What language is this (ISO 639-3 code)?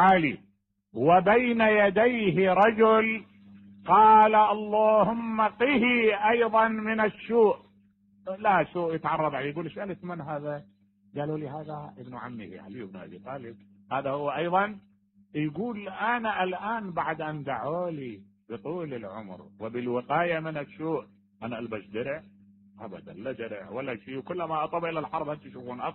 acm